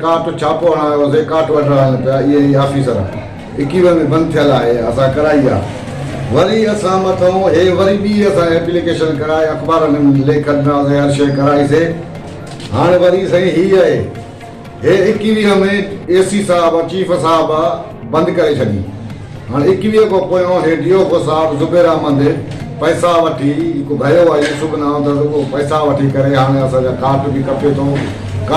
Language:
Sindhi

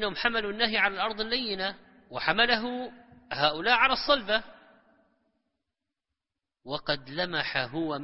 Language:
Arabic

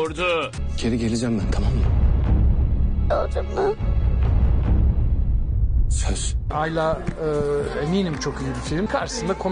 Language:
Turkish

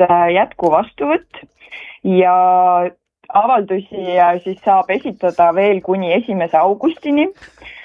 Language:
Estonian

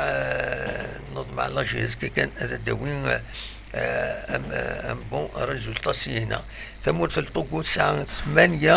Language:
Kabyle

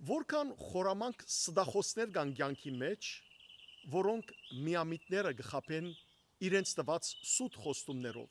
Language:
Western Armenian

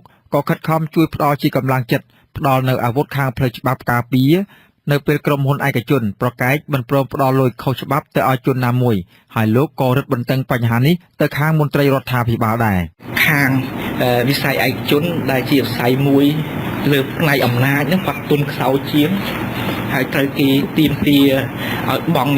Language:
Khmer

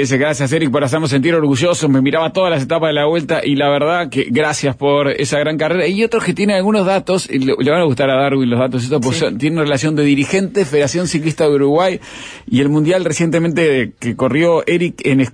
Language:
Spanish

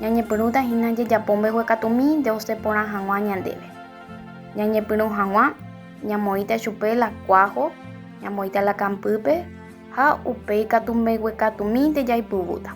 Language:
Guarani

